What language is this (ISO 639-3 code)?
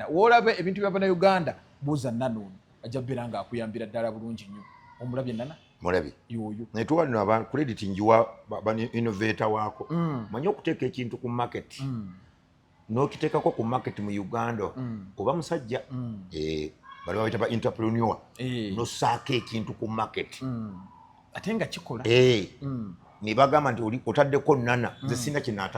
lug